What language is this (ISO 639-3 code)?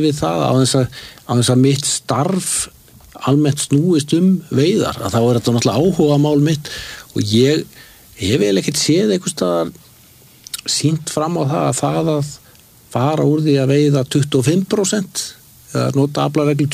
isl